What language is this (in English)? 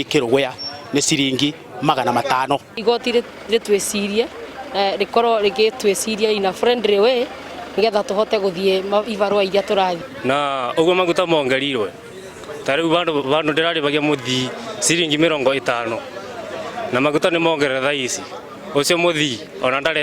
Kikuyu